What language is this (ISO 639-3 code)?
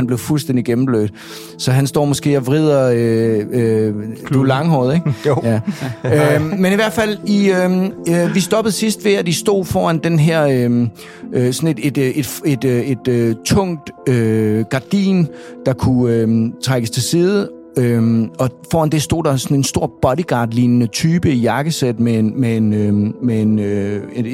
dan